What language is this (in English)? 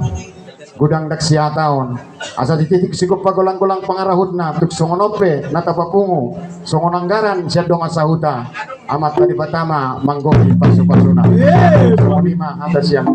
Batak Toba